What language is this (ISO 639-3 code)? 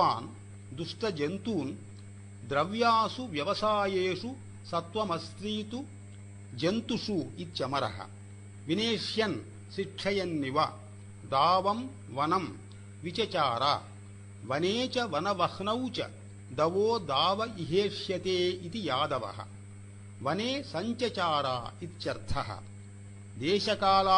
san